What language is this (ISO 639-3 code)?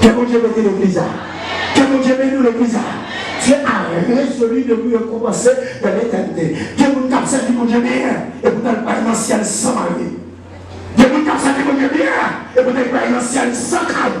hat